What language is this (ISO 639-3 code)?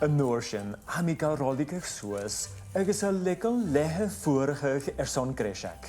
gla